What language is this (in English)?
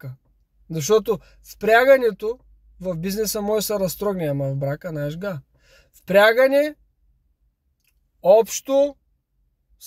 Bulgarian